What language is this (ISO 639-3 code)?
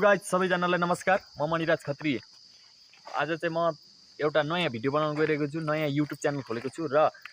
nep